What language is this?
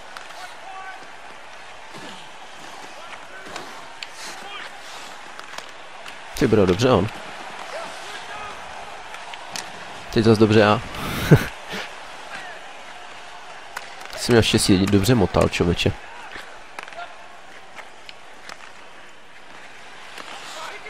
Czech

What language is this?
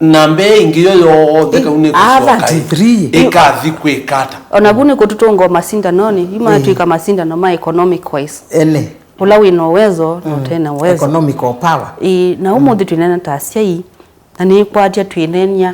Kamba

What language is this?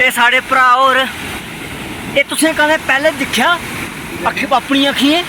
Dogri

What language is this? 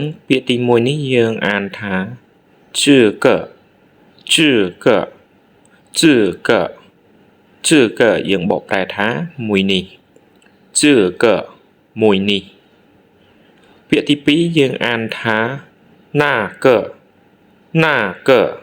Khmer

